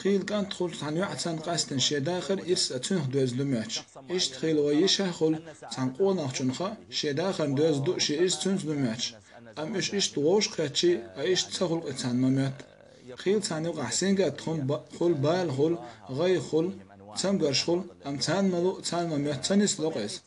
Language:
Chechen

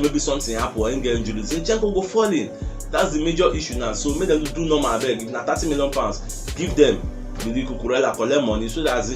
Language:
Nigerian Pidgin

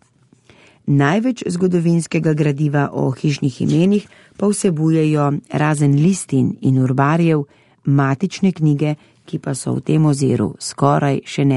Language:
Slovenian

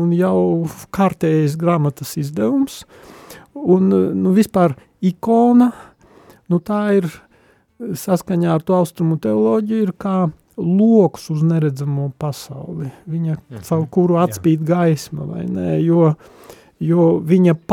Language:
Latvian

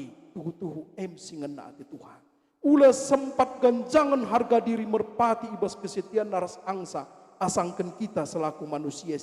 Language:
Batak Karo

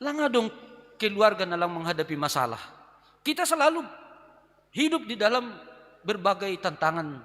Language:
Batak Simalungun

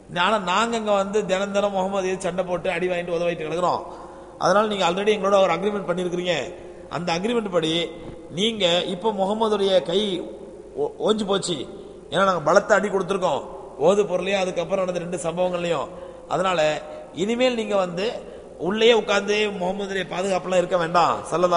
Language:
Tamil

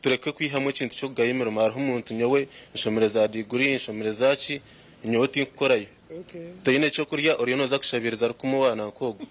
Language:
Nyankole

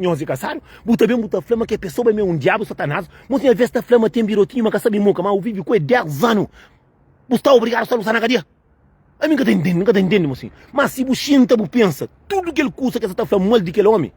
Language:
Kabuverdianu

